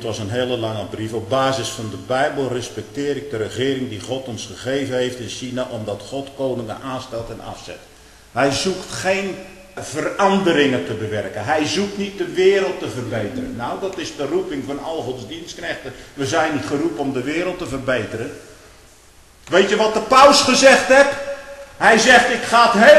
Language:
Dutch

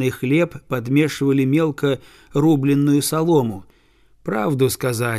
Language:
Russian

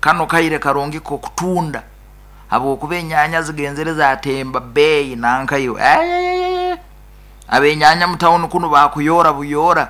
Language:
Nyoro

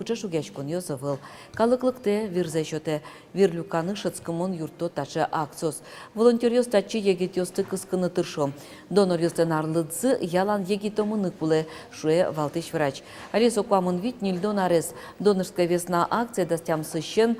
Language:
Udmurt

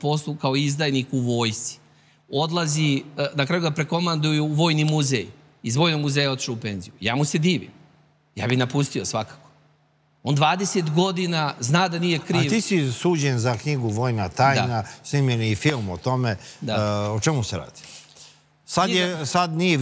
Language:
Serbian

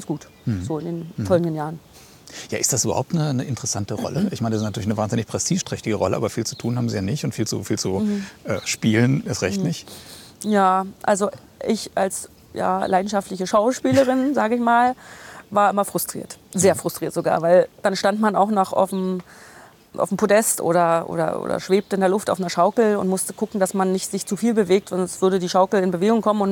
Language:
German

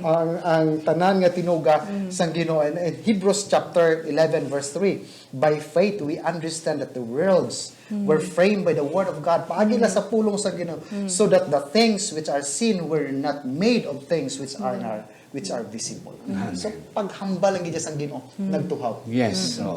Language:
Hiligaynon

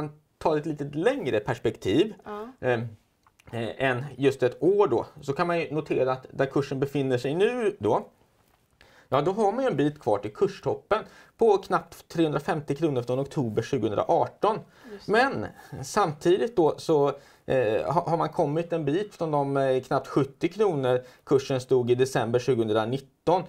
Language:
Swedish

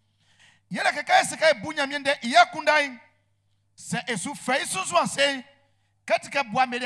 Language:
Baoulé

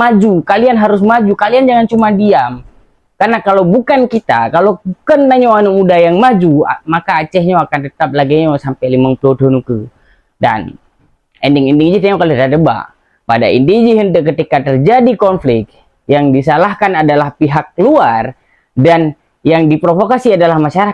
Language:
Achinese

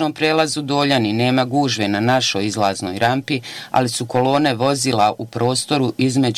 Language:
Bosnian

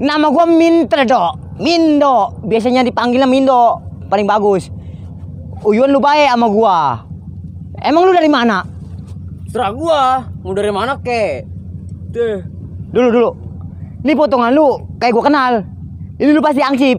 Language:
Betawi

